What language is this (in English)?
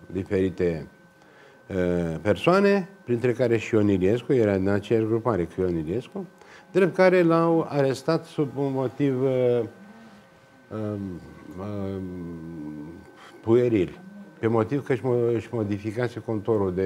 Romanian